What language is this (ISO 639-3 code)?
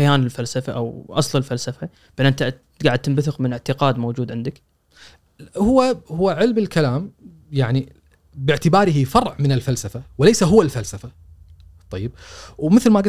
afb